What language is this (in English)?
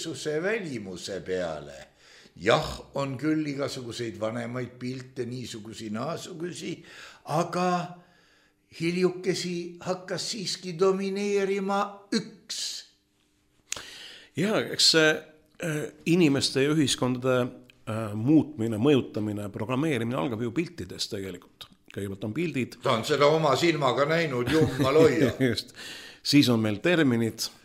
Estonian